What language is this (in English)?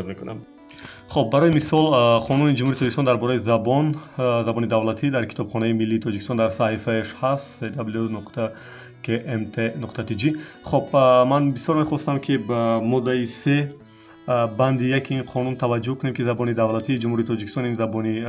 Tajik